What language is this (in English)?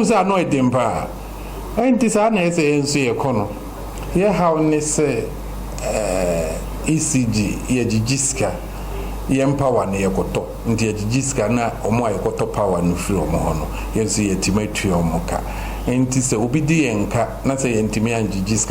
Akan